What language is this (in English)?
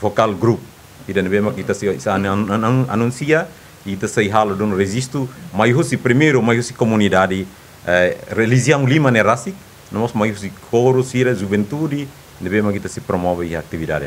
Tetum